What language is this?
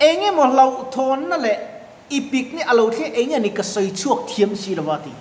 Mizo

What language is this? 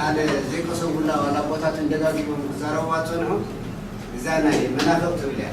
Tigrinya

